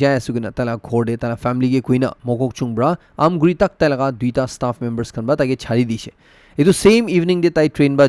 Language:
Naga Pidgin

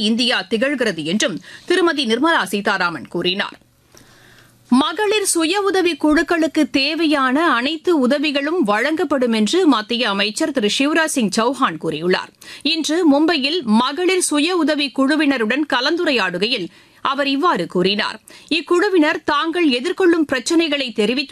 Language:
Tamil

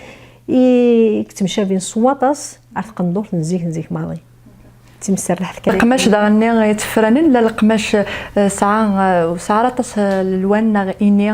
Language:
Kabyle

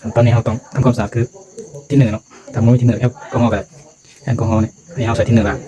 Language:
Lao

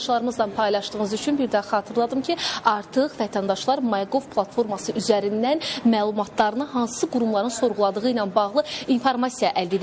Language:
Azerbaijani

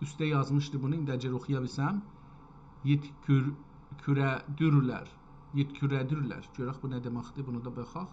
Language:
South Azerbaijani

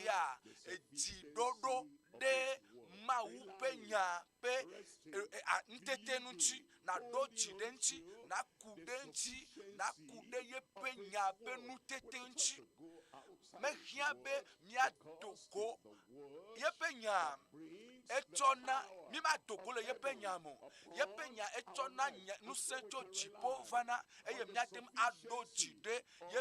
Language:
Ewe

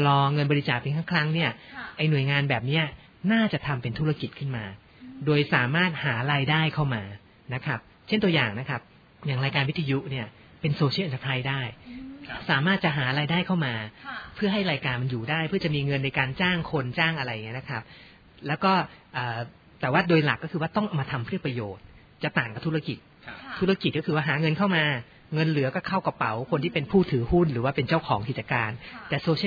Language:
Thai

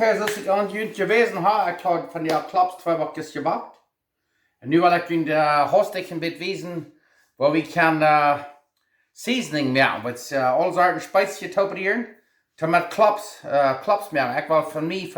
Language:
Plautdietsch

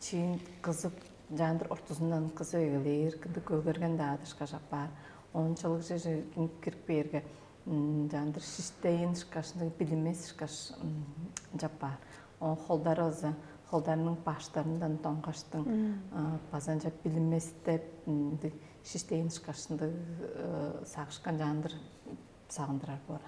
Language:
Tuvinian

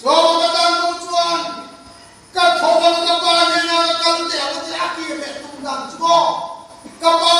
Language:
Mizo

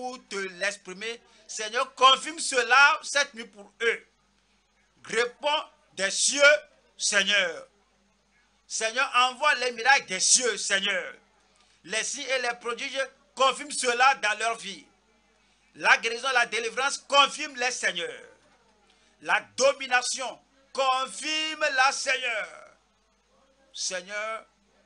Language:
French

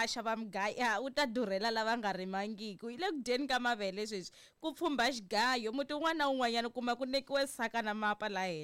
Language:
Tsonga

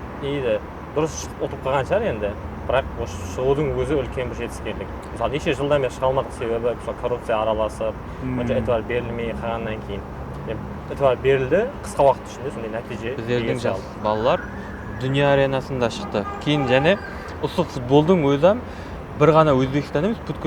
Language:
Kara-Kalpak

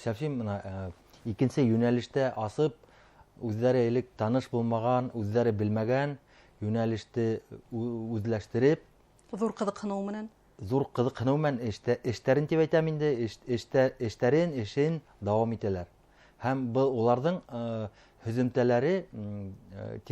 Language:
Bashkir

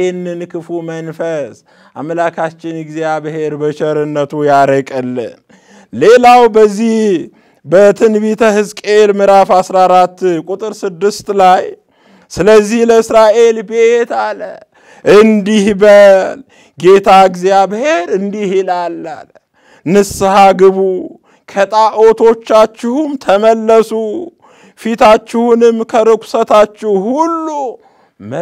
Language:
Amharic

